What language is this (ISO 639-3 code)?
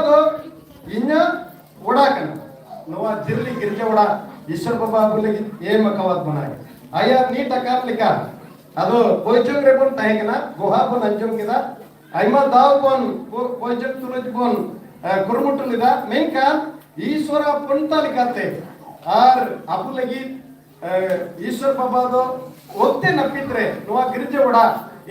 sat